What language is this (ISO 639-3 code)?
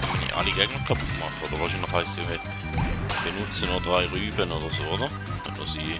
gsw